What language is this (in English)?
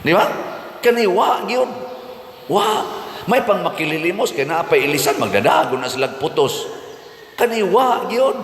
Cebuano